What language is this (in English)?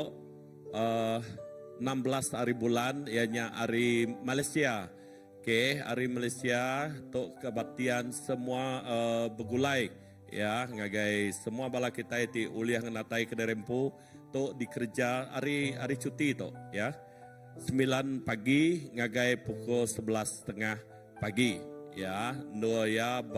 Iban